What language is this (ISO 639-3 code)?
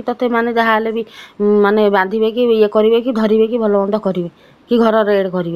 ori